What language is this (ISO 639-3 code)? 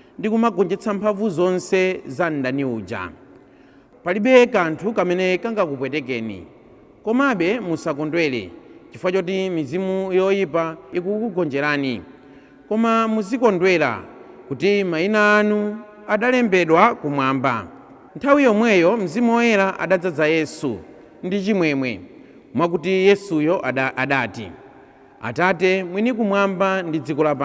nya